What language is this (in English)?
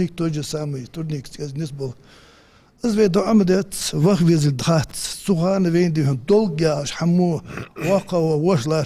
Ingush